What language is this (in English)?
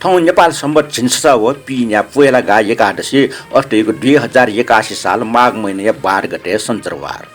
Newari